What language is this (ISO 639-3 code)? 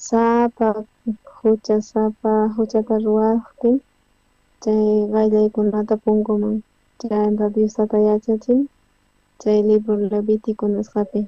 quh